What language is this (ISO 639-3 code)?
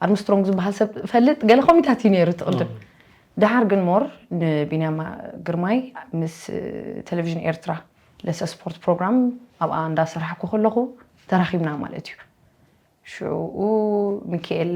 tir